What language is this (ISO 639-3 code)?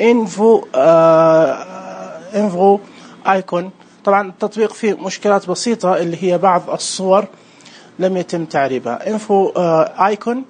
ars